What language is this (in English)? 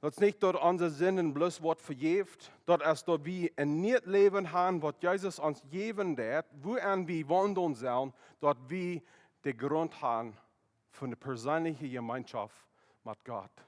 Plautdietsch